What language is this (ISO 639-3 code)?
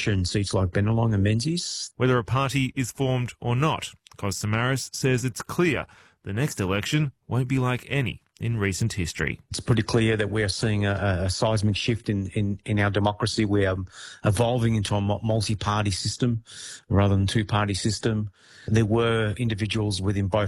eng